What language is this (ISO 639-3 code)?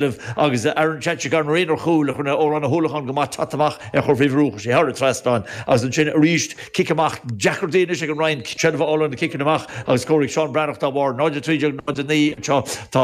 gle